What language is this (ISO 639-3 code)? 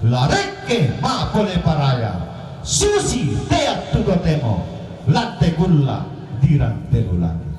sda